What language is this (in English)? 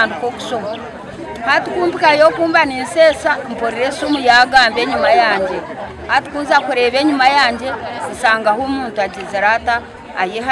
Nyankole